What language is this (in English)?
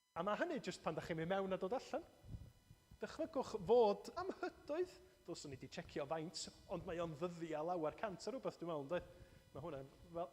Welsh